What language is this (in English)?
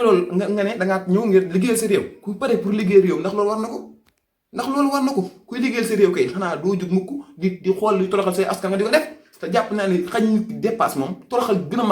Wolof